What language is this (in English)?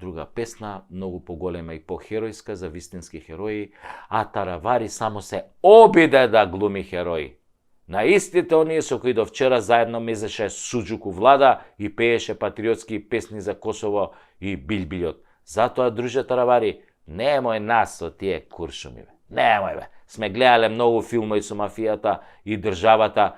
Macedonian